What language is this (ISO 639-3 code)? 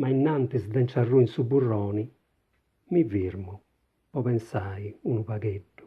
srd